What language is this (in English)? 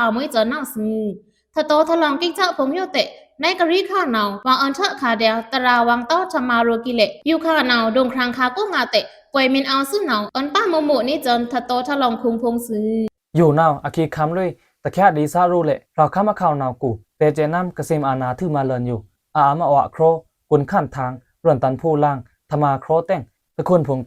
Pa'o Karen